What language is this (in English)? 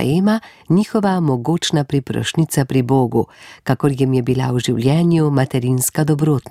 Slovenian